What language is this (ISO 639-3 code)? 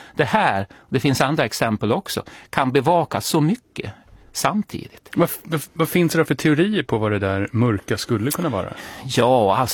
swe